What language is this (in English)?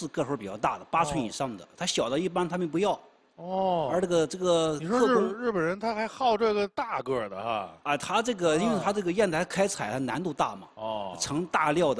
Chinese